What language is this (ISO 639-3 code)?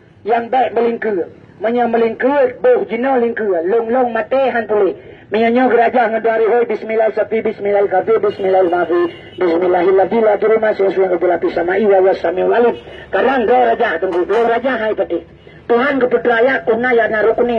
ace